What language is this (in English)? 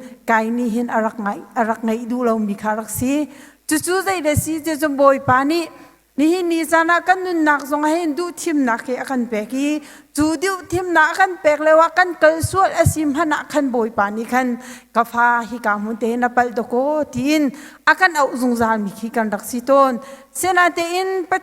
Hakha Chin